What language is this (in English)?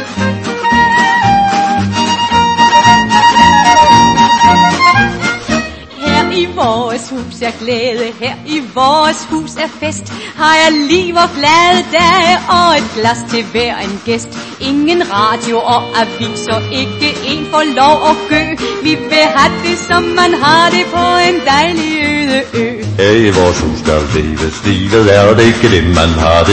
Danish